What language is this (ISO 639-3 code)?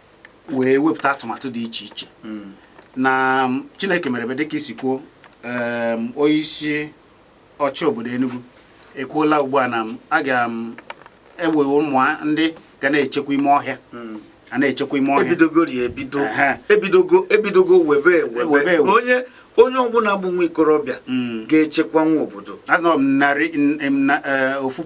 ibo